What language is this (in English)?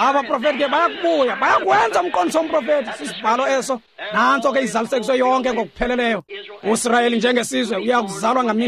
Xhosa